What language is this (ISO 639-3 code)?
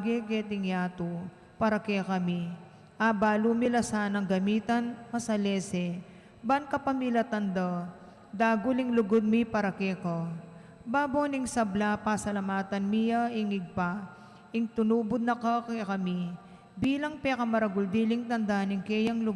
pam